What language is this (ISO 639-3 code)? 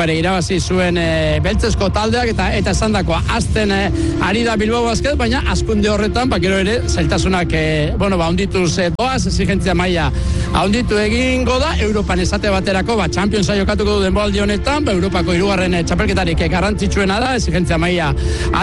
eus